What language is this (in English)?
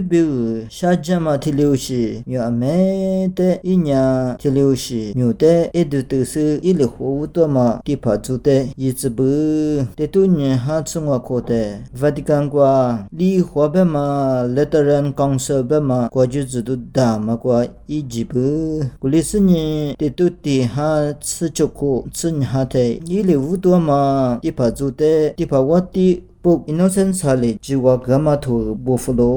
Lisu